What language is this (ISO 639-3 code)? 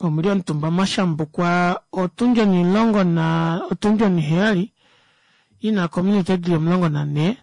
kua